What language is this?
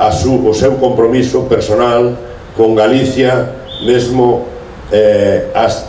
Galician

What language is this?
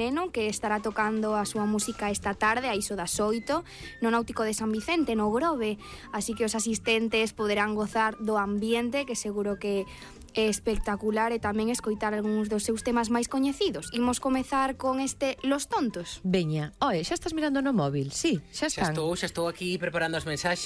Galician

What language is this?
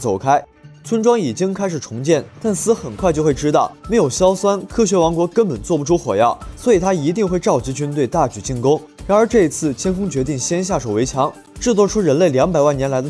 Chinese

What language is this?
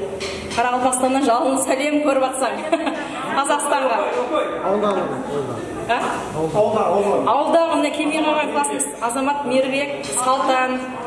Kara-Kalpak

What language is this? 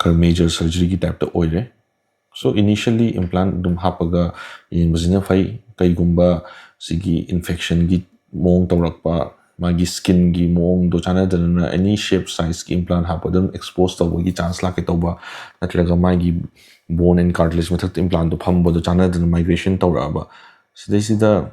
Manipuri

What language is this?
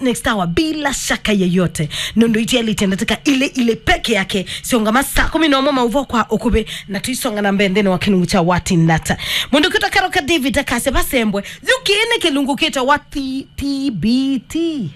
Kamba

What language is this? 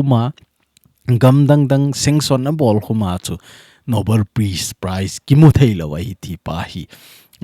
Thado Chin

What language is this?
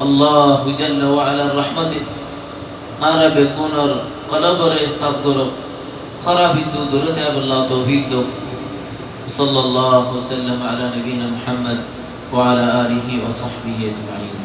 Rohingya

